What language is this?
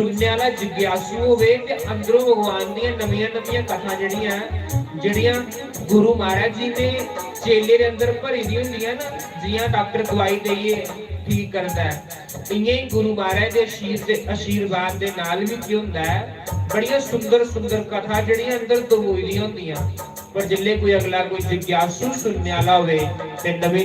Dogri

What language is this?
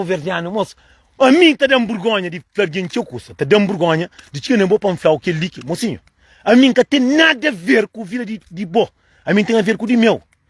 Kabuverdianu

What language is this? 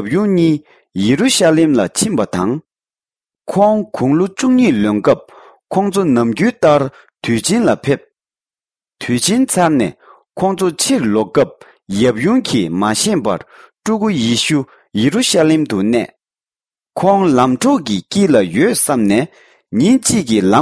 Tibetan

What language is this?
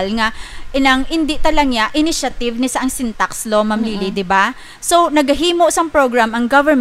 Hiligaynon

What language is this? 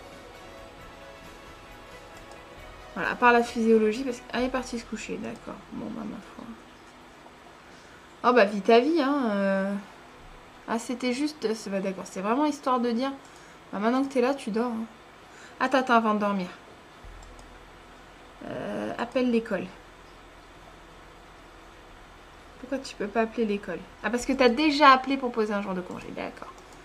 French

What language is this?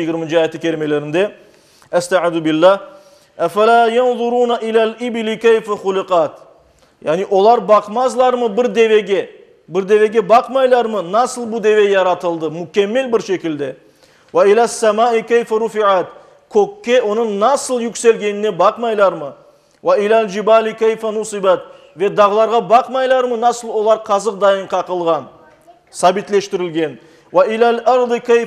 Crimean Tatar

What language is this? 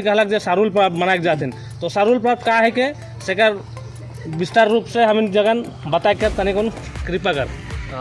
Sadri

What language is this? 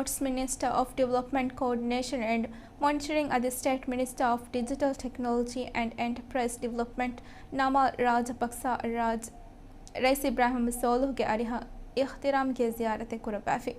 Divehi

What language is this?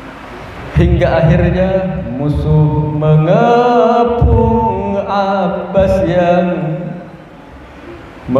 Indonesian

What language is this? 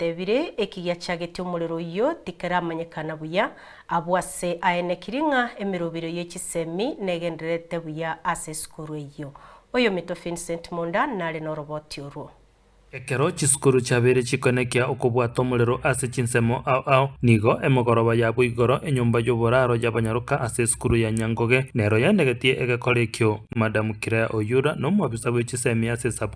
Gusii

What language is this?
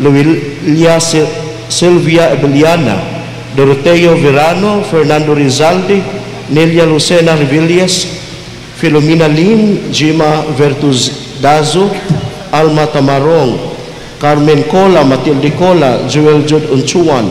Cebuano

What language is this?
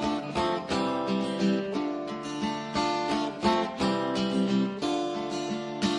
Kinyarwanda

